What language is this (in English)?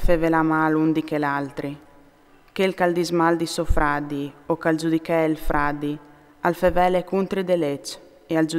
Friulian